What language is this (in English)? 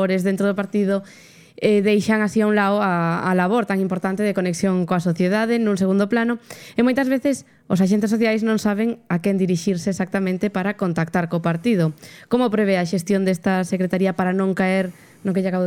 Galician